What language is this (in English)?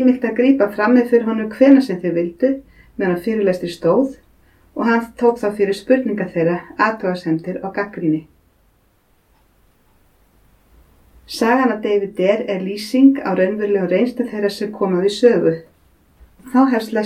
Icelandic